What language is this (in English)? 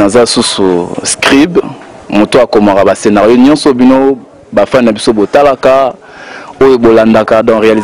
Lingala